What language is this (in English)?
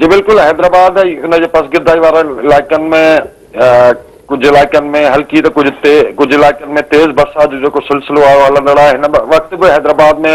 Sindhi